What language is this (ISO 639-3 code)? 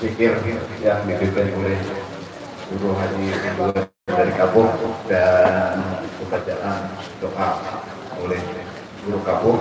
bjn